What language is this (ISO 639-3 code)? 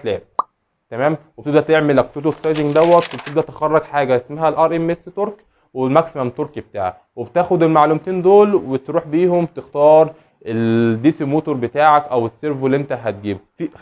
arz